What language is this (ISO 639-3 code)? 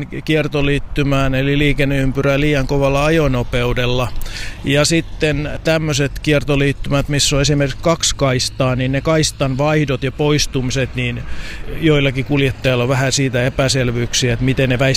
fin